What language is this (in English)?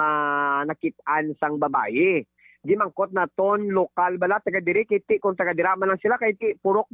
Hiligaynon